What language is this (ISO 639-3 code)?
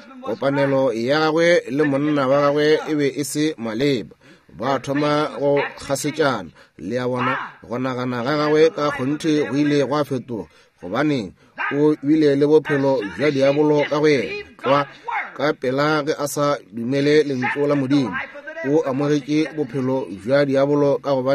nso